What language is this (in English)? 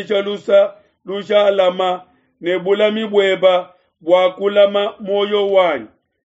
Luba-Lulua